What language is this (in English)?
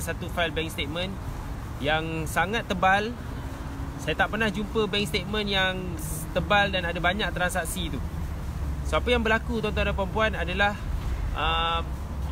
Malay